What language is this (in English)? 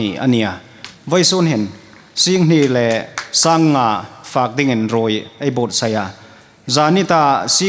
Hmar